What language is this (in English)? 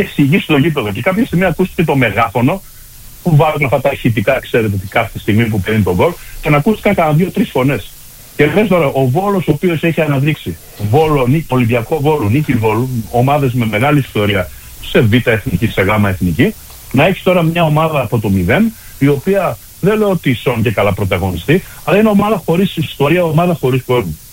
Greek